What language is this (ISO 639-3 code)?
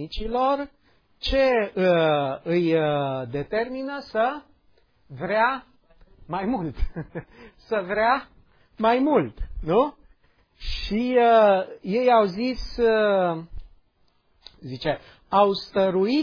ron